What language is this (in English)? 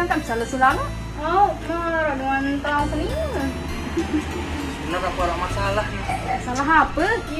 Sasak